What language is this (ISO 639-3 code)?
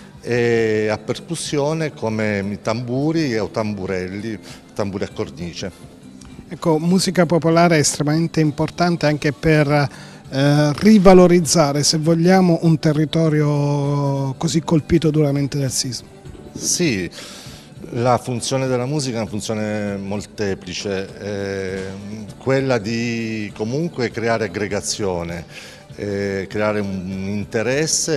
ita